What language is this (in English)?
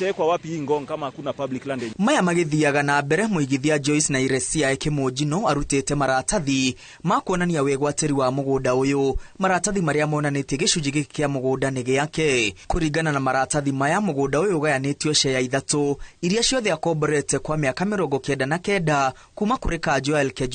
Kikuyu